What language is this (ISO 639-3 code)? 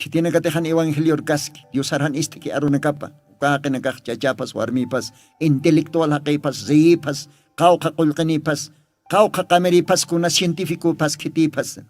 aym